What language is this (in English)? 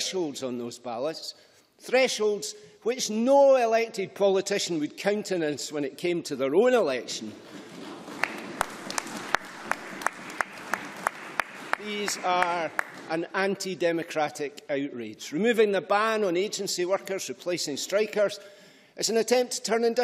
English